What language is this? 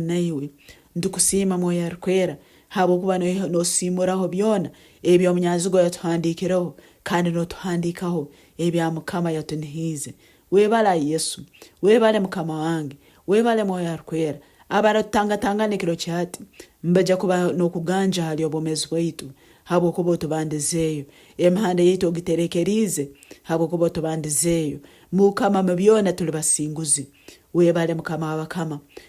Nyankole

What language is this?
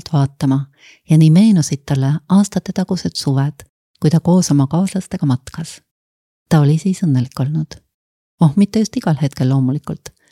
Estonian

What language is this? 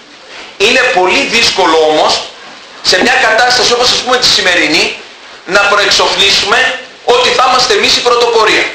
Greek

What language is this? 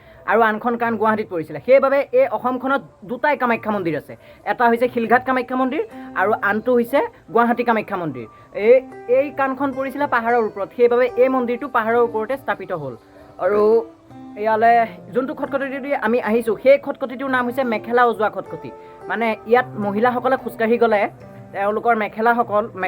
Assamese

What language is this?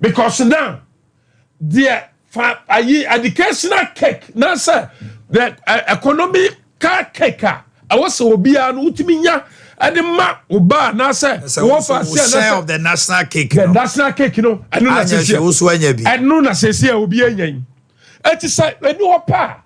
Akan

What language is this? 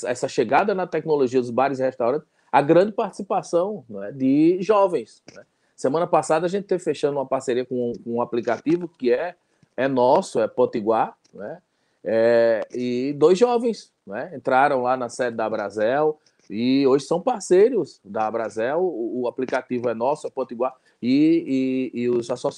Portuguese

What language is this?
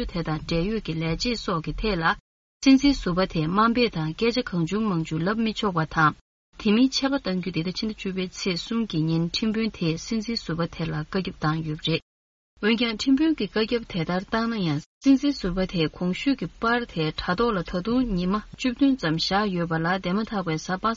Tibetan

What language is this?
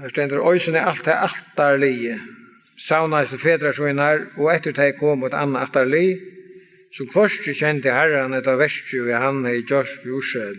Faroese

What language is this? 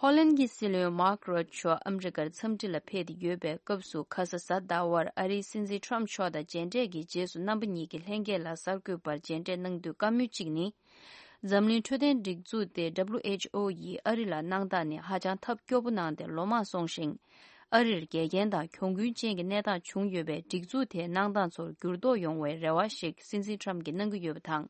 Tibetan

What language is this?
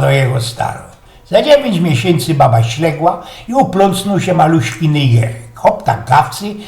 Silesian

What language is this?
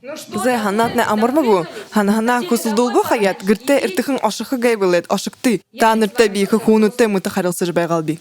Buriat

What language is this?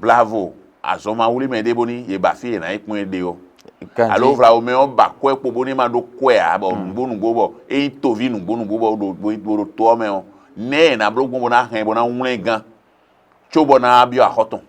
Fon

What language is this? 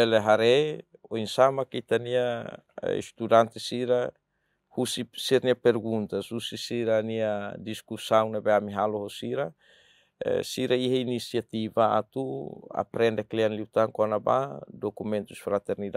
Tetum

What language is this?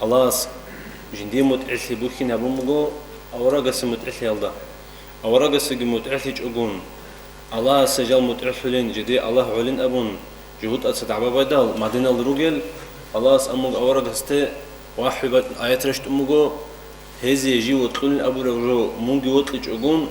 Avaric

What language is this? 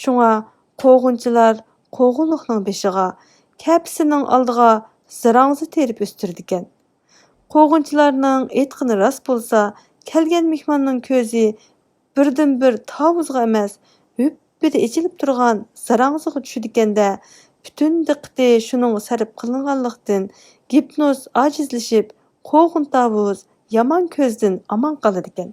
Uyghur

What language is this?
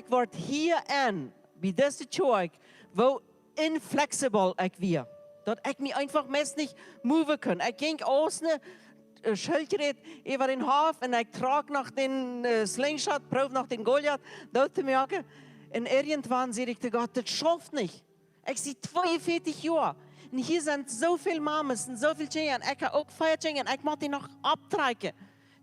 Plautdietsch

